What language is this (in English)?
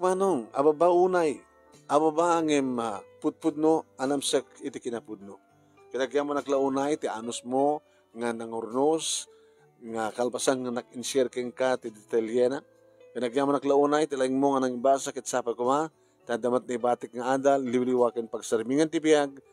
Iloko